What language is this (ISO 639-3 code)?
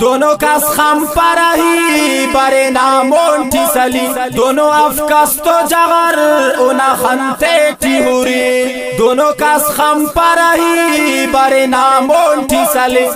brh